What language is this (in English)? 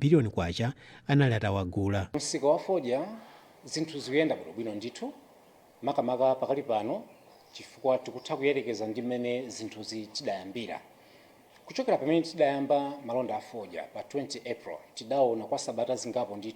Nyanja